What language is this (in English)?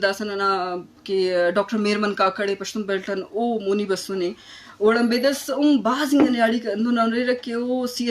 Eastern Balochi